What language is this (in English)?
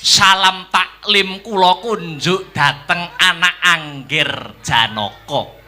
Javanese